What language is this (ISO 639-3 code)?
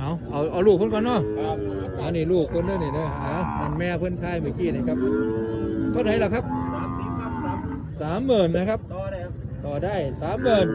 tts